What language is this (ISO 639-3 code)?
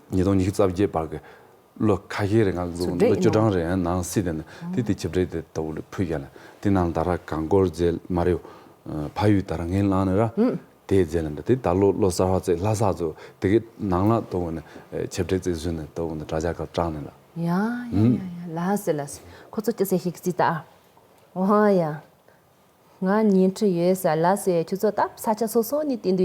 bod